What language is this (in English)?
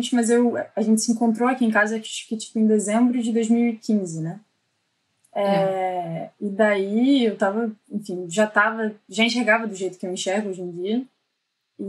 Portuguese